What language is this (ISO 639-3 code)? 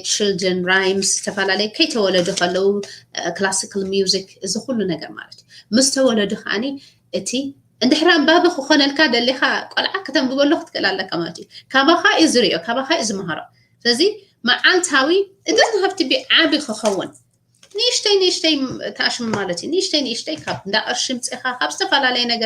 tir